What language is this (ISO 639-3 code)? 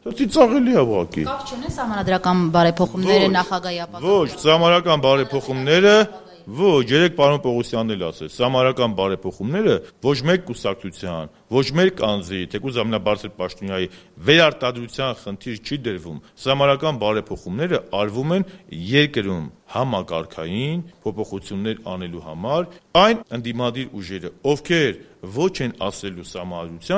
hye